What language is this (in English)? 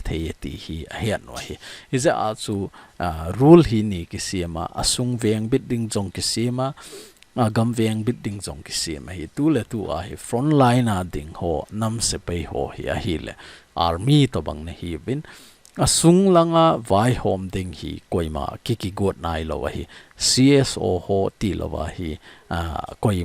Thado Chin